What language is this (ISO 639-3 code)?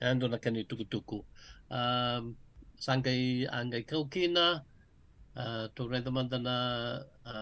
fij